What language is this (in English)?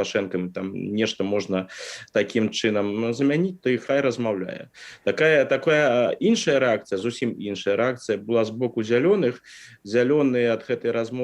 Belarusian